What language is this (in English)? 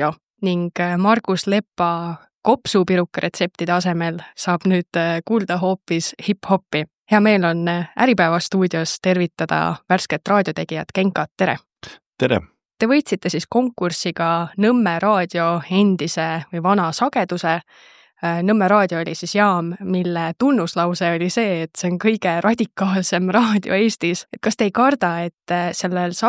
Estonian